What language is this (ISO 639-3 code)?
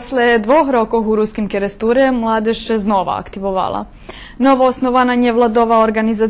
rue